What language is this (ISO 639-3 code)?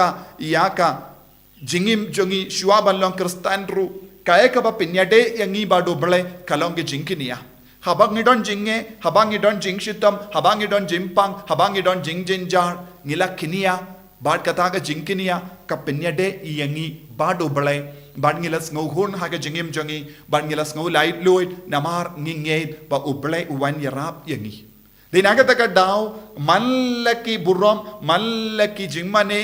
kha